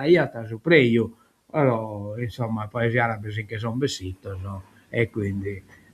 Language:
Sardinian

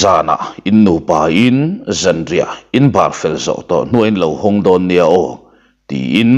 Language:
Mizo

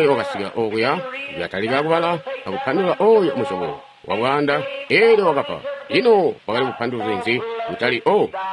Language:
Tonga (Zambia)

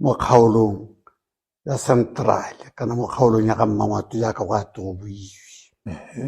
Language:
Tswana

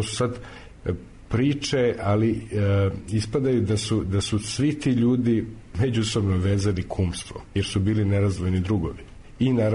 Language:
Serbian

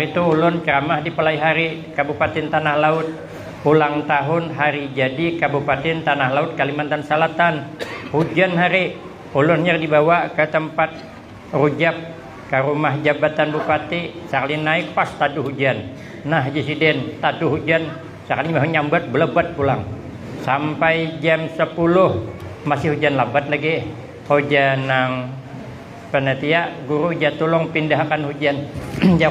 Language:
Banjar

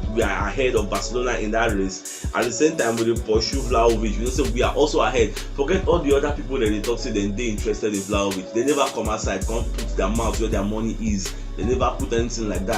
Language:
Nigerian Pidgin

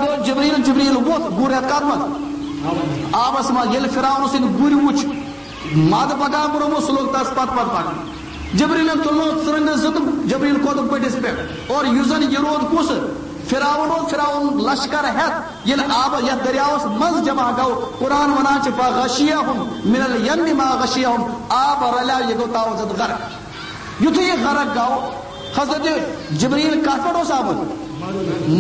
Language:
Kashmiri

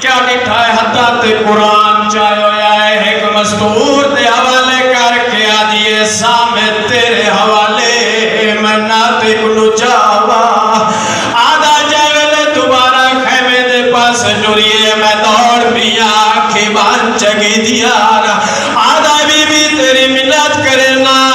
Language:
Saraiki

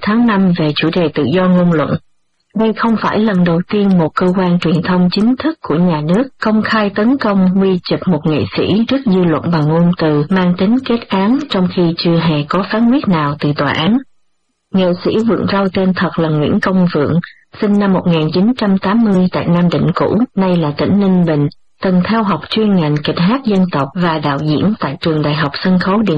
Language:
Vietnamese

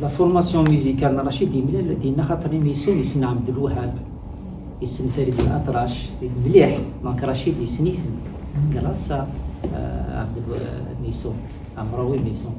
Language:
Kabyle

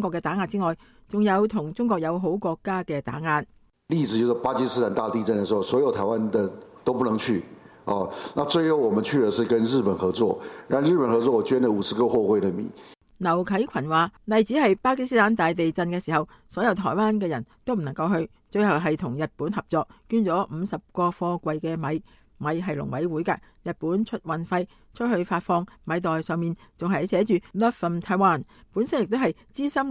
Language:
Cantonese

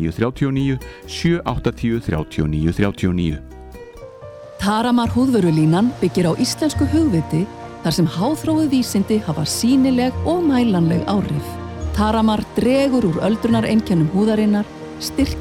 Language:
Icelandic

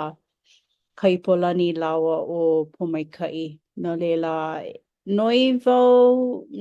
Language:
Hawaiian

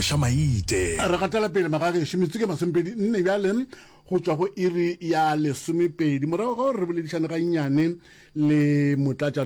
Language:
Northern Sotho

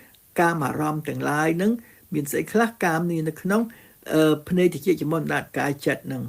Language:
Khmer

